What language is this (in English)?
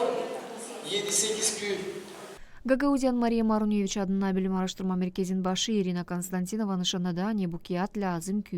Gagauz